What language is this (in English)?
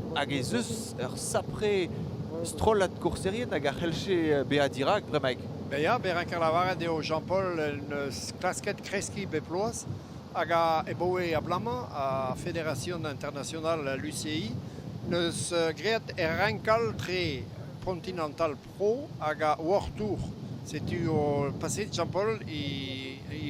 Breton